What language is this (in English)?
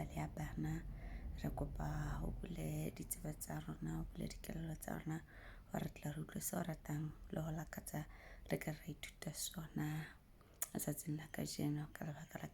Southern Sotho